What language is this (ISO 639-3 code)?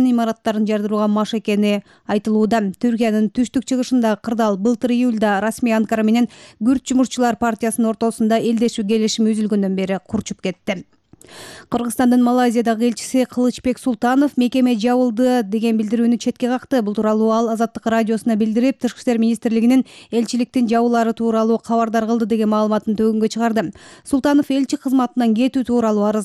kir